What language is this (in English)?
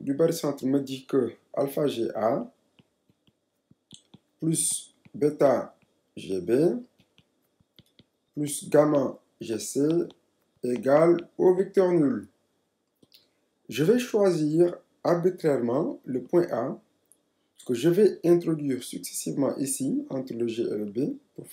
French